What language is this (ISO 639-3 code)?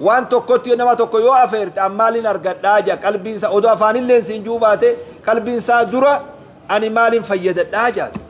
orm